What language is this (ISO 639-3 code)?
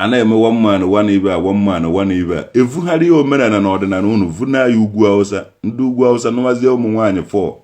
ibo